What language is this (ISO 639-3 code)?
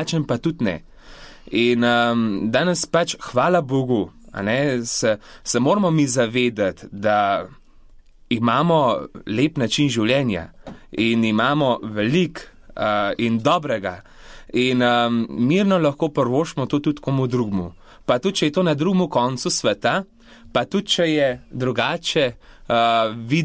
slv